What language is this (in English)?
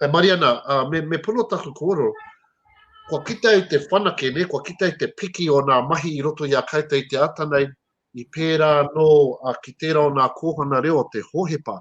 Māori